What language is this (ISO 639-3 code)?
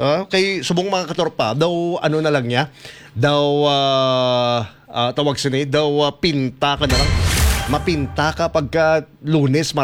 hil